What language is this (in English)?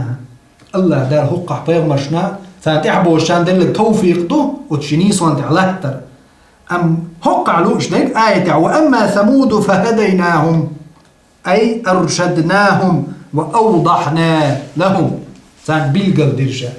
Chechen